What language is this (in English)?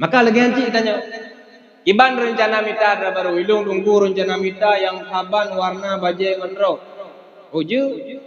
Achinese